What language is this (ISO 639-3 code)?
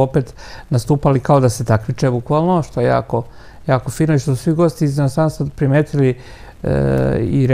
srp